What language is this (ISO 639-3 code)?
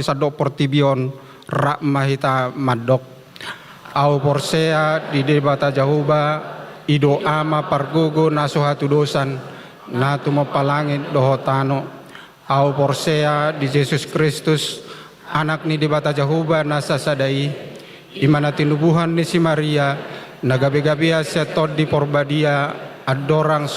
bbc